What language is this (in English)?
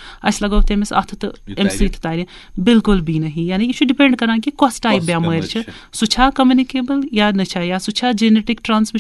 Kashmiri